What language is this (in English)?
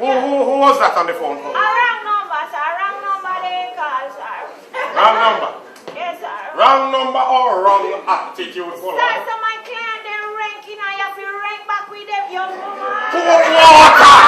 Jamaican Creole English